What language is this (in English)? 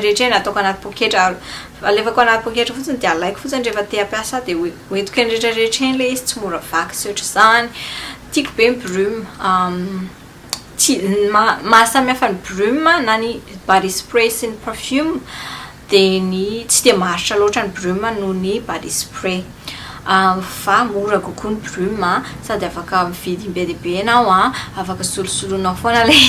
Malagasy